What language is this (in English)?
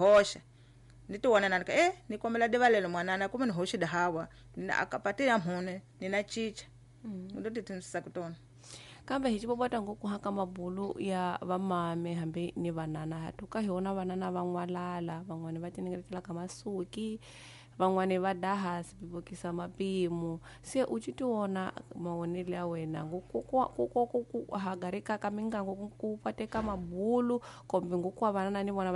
Tsonga